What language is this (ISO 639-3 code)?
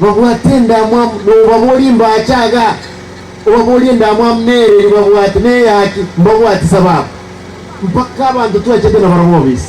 guz